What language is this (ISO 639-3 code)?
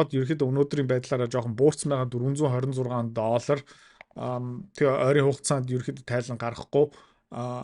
mon